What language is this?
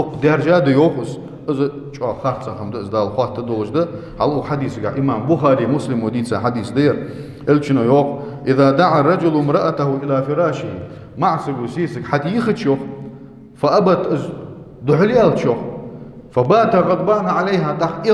Ingush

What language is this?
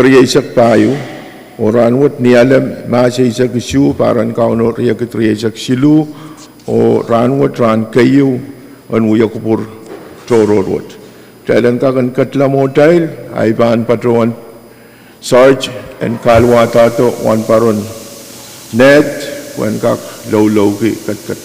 Pohnpeian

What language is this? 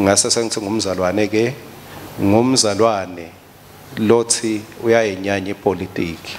Swati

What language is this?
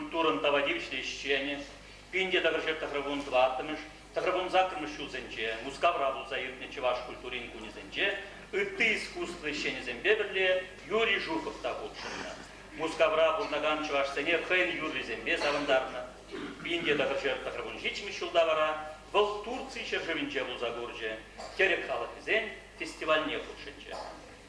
Chuvash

